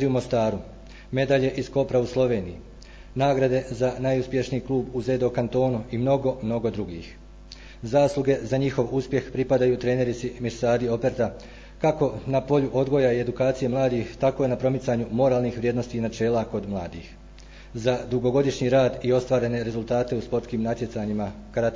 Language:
Croatian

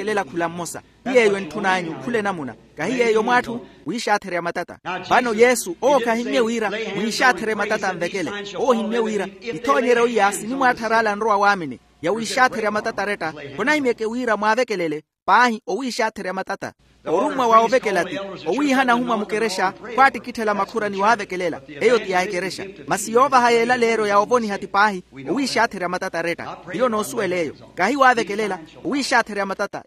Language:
Makhuwa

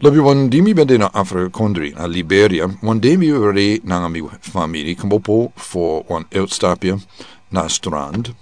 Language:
Sranan Tongo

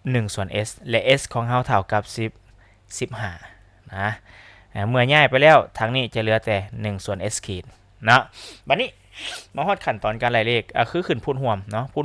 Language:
Lao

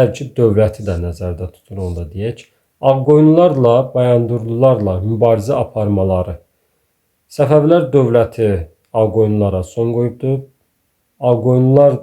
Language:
Azerbaijani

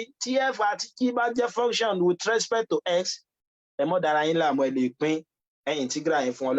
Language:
Yoruba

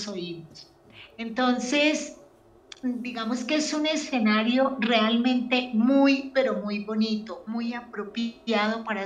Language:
Spanish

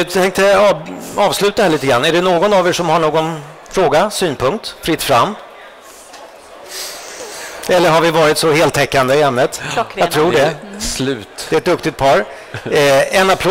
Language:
Swedish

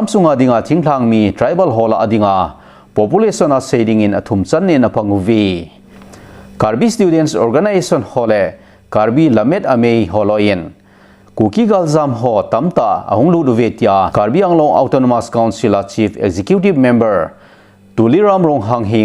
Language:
Thado Chin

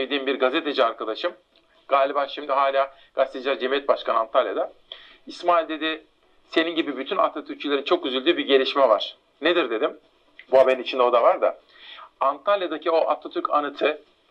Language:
Turkish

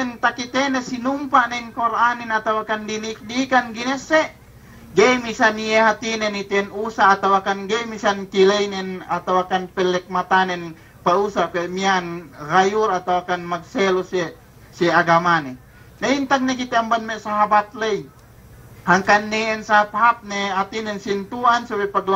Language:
Yakan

